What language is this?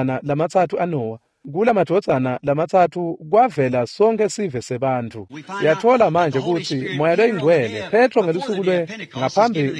Swati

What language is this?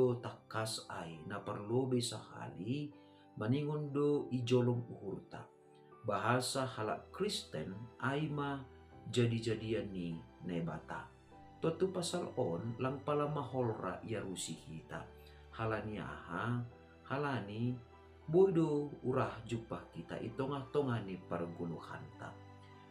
Batak Simalungun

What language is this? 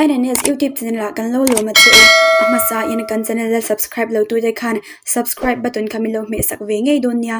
Mizo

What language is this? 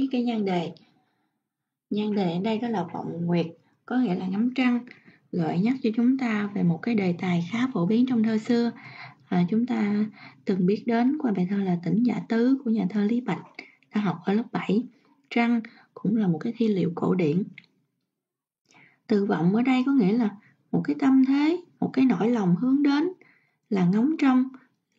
Vietnamese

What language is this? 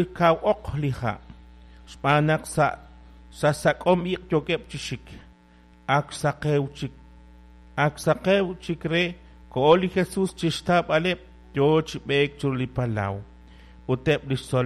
Kekchí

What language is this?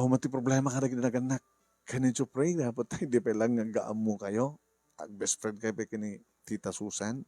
Iloko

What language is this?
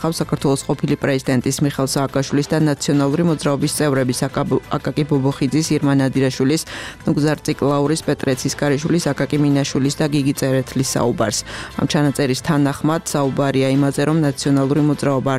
Georgian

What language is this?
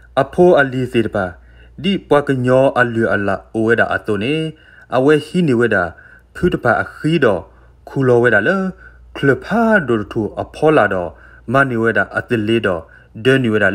S'gaw Karen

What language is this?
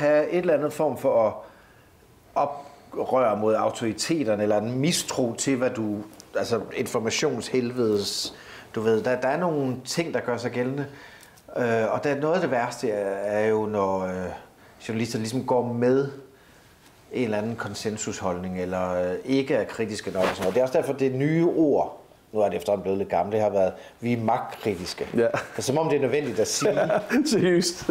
Danish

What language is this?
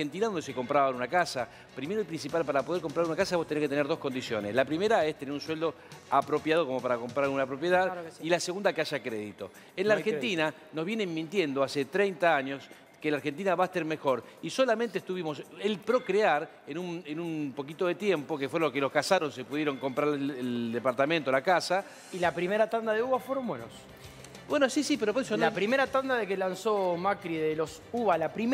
Spanish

